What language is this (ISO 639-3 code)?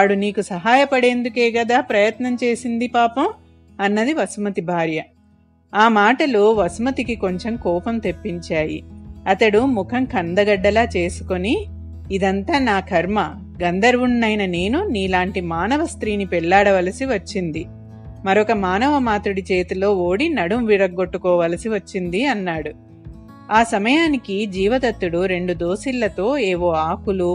tel